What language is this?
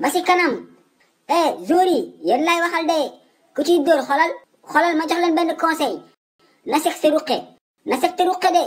Wolof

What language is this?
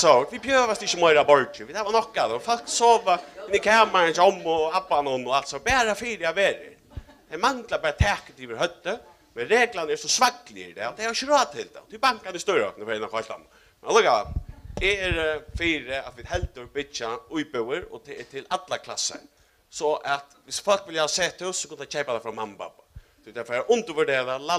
Faroese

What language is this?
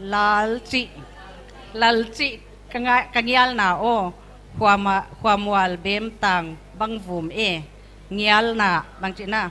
Paite Chin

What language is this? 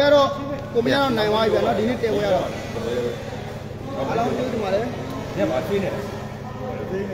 Burmese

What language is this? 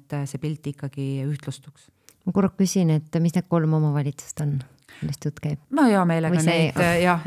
Estonian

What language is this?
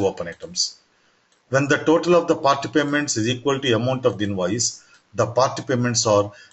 English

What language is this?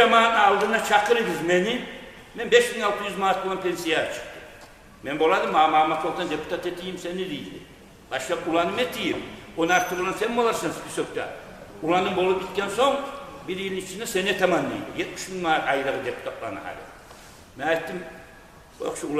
Kumyk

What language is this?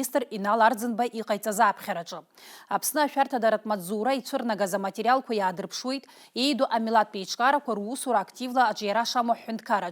Abkhazian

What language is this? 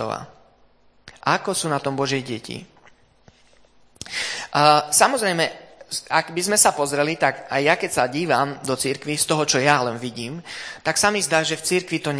Slovak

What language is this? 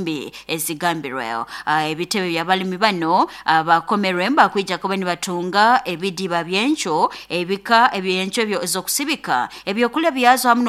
Nyoro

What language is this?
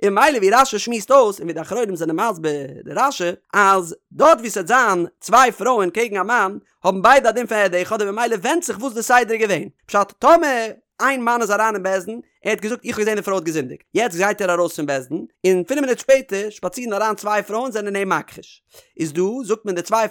Yiddish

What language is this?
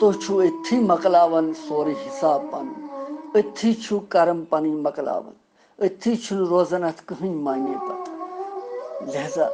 Kashmiri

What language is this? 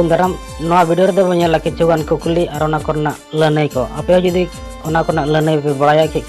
Santali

